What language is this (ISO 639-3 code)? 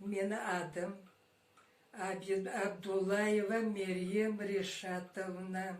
crh